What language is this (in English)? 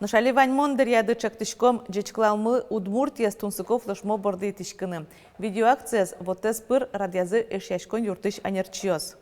Udmurt